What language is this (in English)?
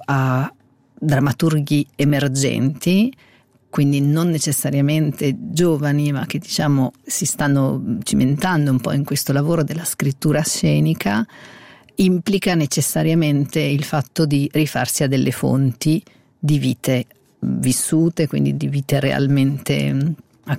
Italian